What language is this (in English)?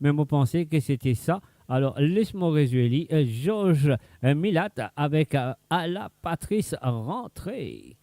Morisyen